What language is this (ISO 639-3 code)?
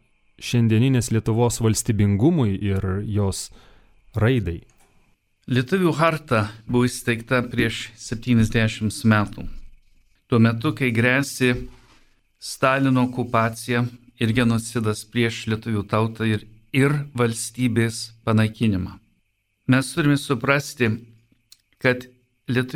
lit